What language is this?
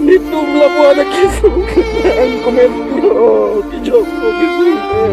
Karbi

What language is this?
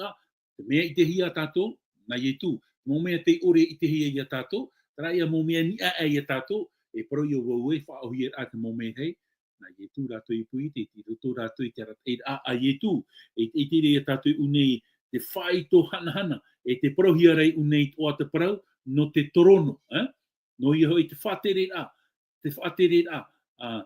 Tahitian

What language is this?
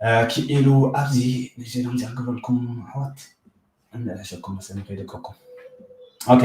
Tigrinya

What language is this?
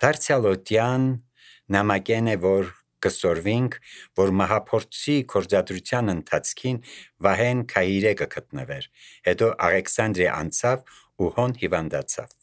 Armenian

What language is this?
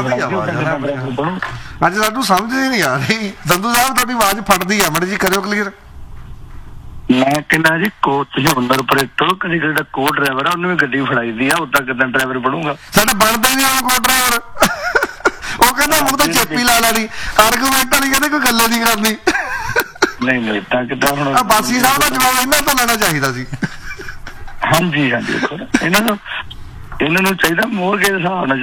Punjabi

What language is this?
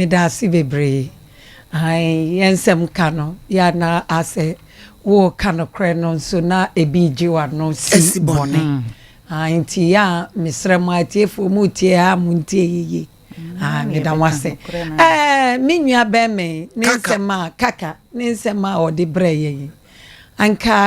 Akan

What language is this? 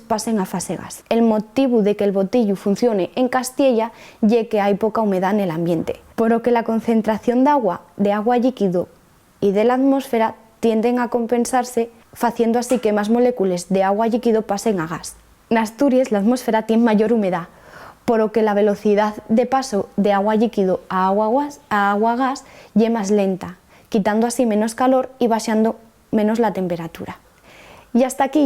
Asturian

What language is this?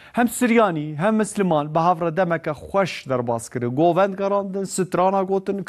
Kurdish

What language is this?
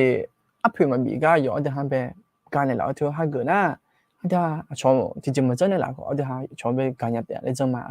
Akha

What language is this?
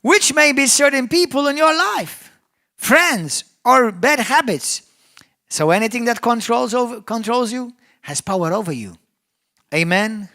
English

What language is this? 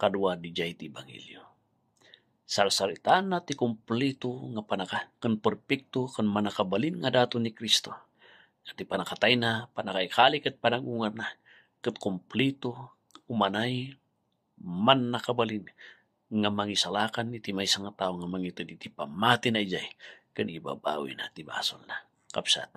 Iloko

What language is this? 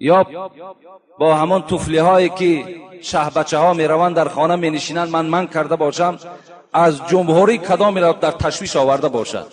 Tajik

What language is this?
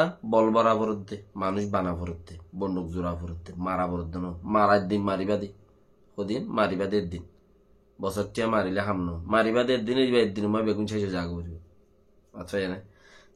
Rohingya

